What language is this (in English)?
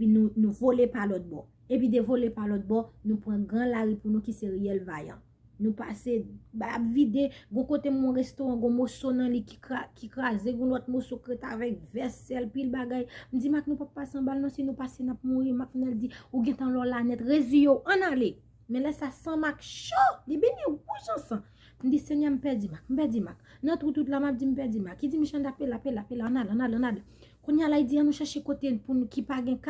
Haitian Creole